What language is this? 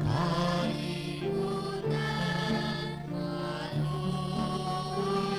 Hiligaynon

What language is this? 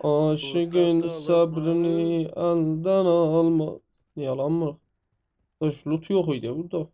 South Azerbaijani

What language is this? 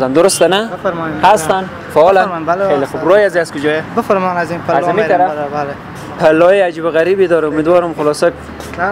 Persian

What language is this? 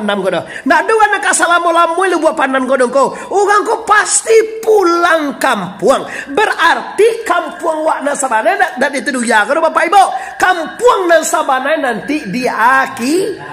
Minangkabau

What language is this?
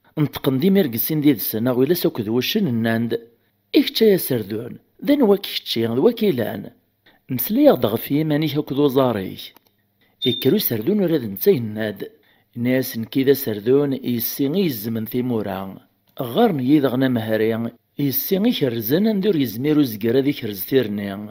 Kabyle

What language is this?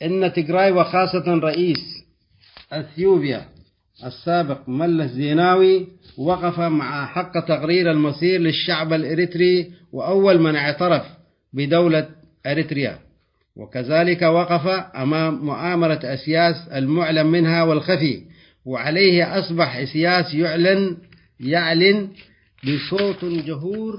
Tigre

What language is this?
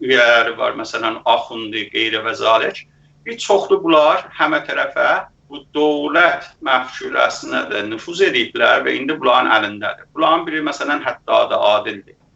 South Azerbaijani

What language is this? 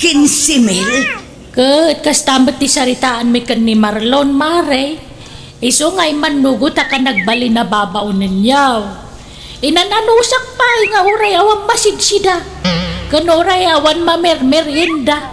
Iloko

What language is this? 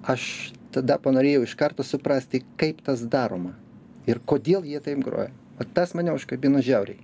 Lithuanian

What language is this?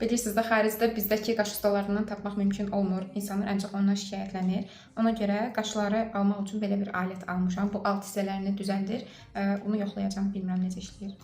Azerbaijani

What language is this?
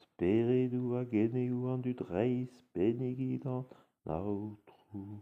Breton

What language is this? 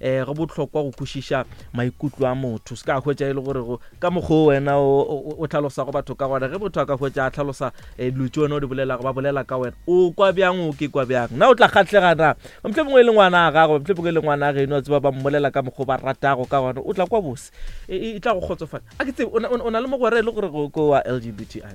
Northern Sotho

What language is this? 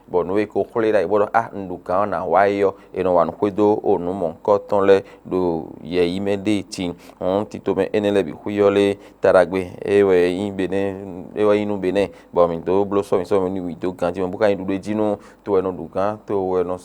Fon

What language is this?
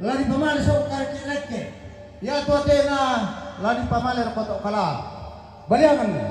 Toraja-Sa'dan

